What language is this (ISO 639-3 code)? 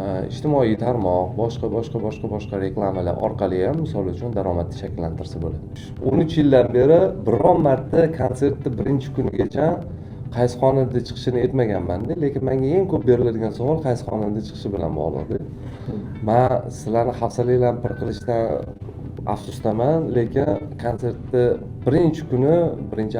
uzb